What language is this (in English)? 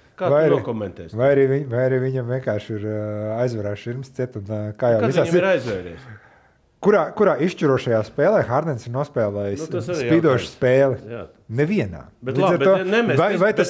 Latvian